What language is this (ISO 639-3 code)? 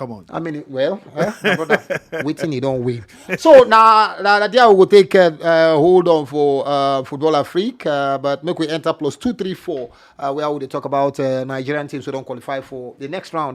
pcm